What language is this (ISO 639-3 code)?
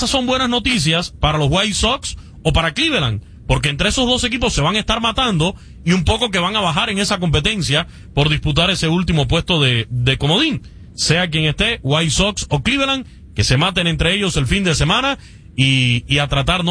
spa